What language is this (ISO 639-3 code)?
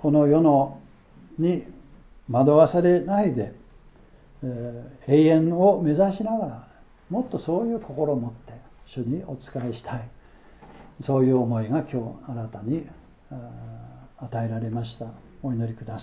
jpn